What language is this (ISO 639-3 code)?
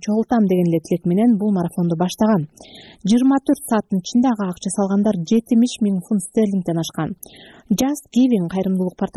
kir